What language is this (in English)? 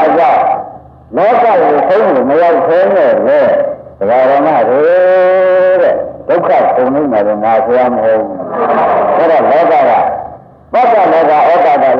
Burmese